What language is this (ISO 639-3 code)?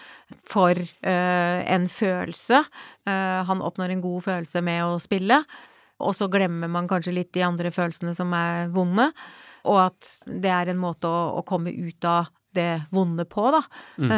nor